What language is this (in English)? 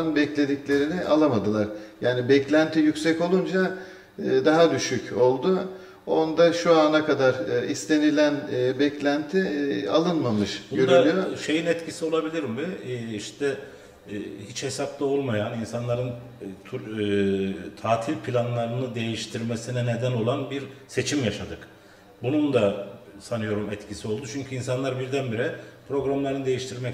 Turkish